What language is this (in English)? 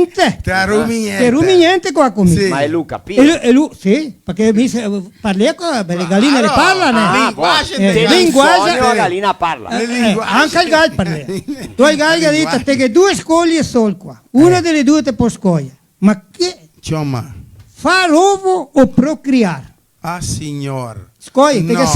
Venetian